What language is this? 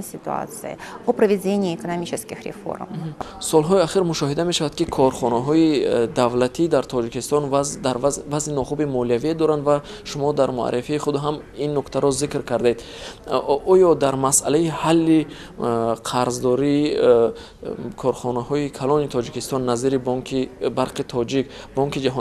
Tajik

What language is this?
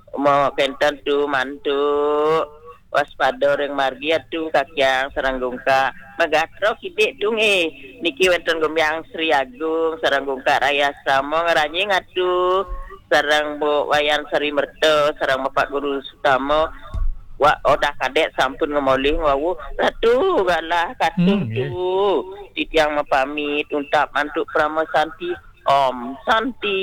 Balinese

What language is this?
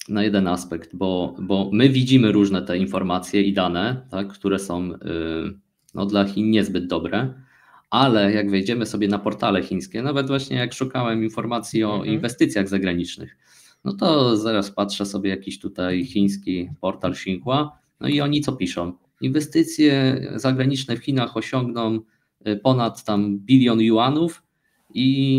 Polish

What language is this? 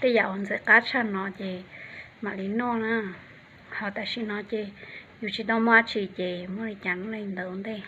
Hmong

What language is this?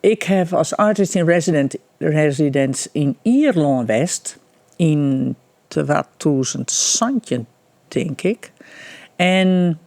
Western Frisian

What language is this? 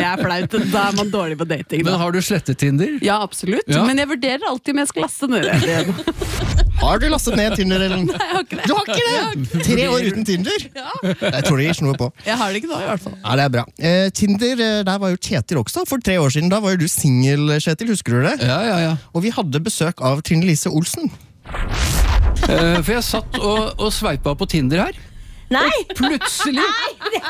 Norwegian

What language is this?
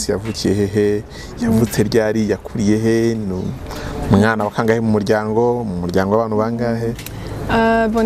Kinyarwanda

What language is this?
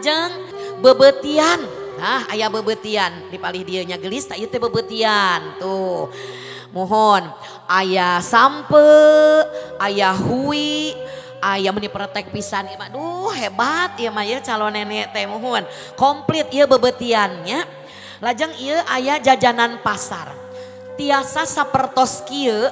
Sundanese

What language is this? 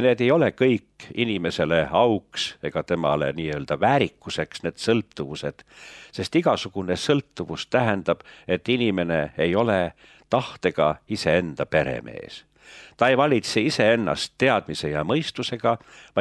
Estonian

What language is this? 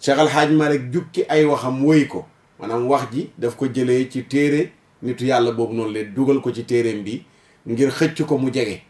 Wolof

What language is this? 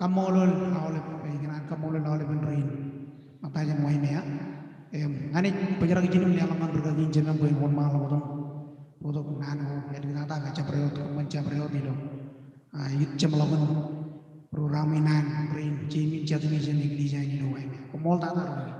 Marshallese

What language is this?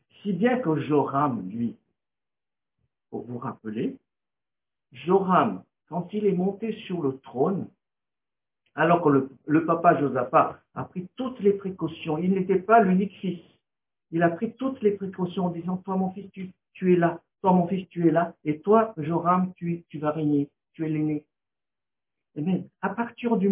French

